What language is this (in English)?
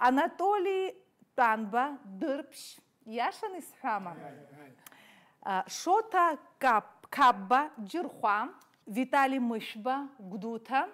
Abkhazian